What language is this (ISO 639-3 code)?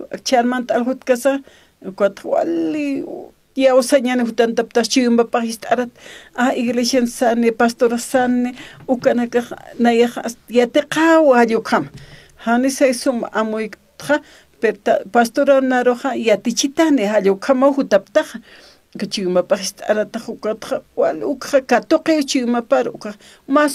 aym